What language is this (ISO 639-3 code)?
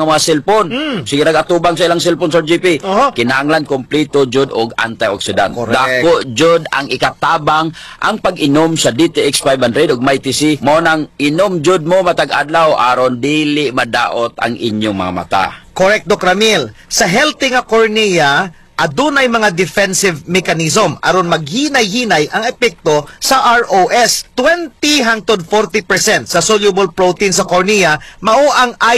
ceb